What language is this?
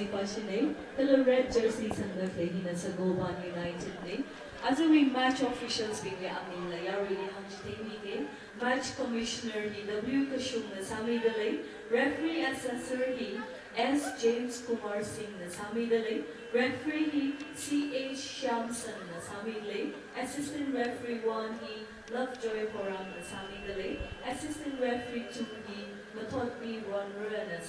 Tangkhul Naga (India)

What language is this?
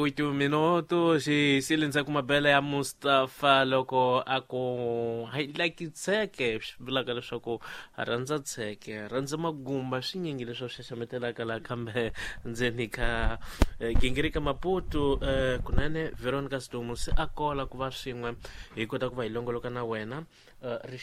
Tsonga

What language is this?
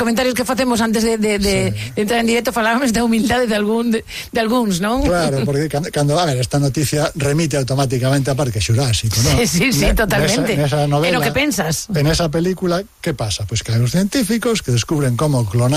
Galician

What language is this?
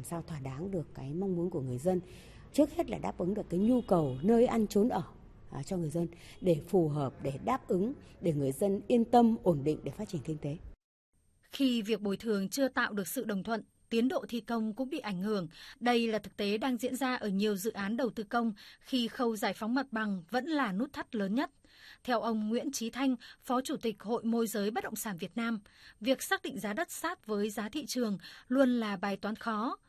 Vietnamese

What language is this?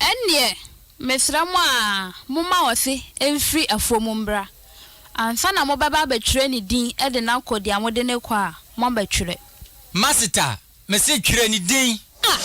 Akan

